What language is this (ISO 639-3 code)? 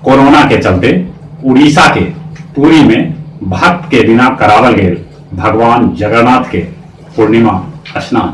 mag